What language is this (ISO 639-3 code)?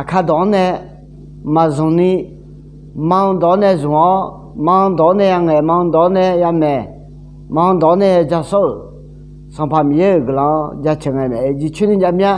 ahk